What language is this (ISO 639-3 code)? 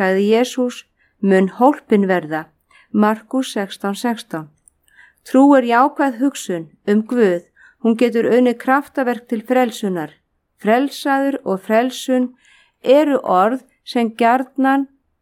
isl